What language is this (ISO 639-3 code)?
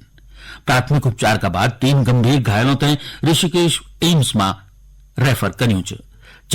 gbm